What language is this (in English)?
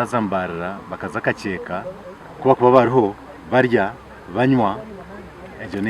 Nyankole